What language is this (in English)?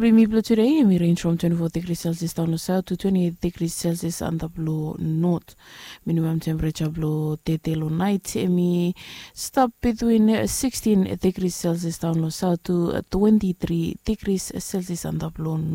Bislama